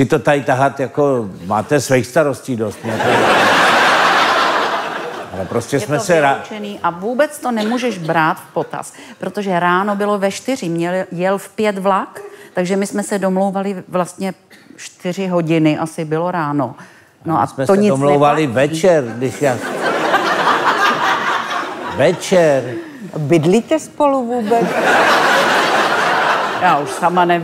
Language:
Czech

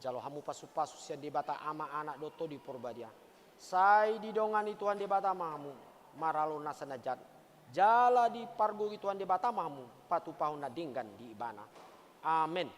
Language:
Batak Toba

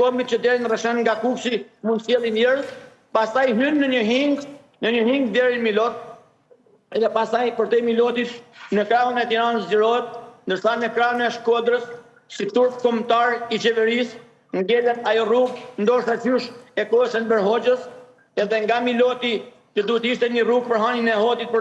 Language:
Albanian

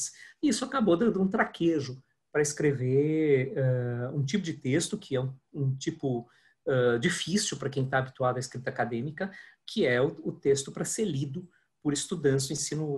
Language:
Portuguese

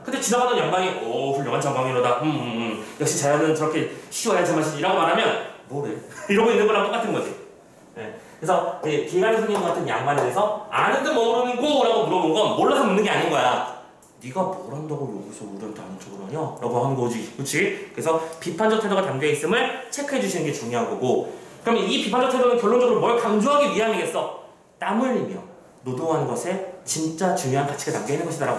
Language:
Korean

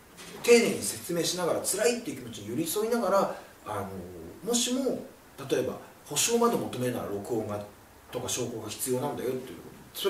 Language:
Japanese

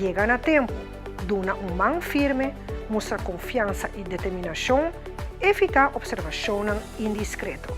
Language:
Papiamento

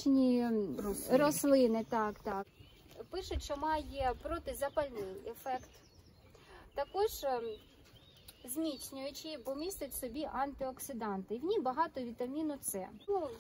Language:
Ukrainian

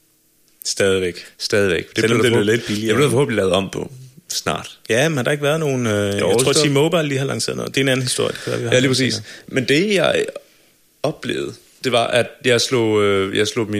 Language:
Danish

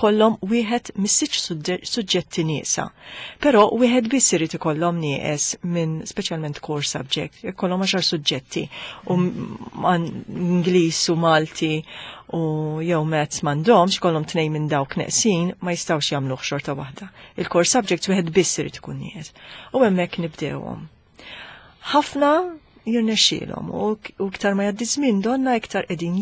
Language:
Maltese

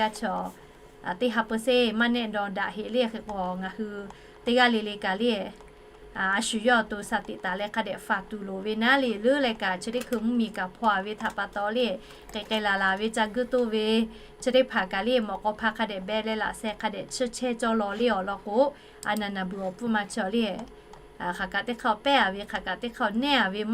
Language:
Lahu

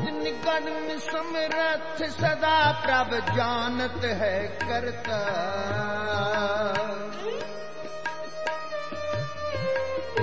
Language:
Punjabi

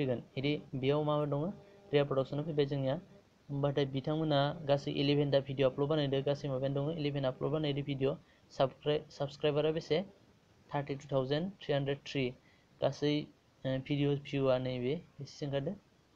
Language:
Bodo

